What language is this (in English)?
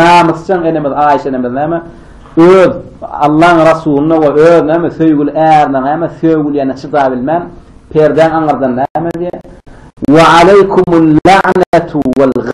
Turkmen